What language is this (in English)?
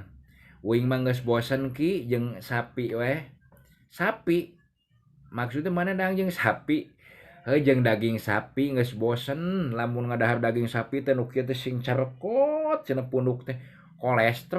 Sundanese